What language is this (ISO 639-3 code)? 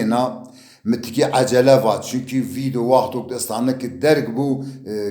zza